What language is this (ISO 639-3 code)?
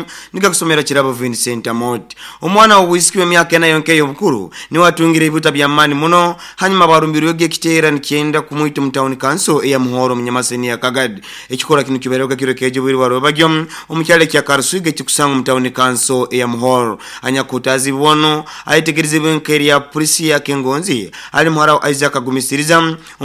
nyo